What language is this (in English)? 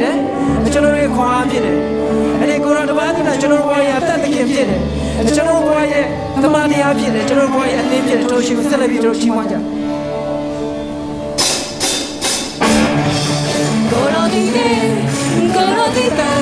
Burmese